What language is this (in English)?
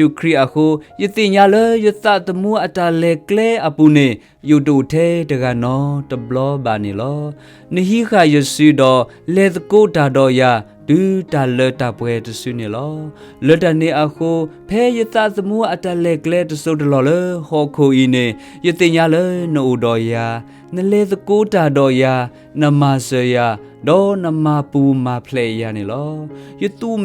S'gaw Karen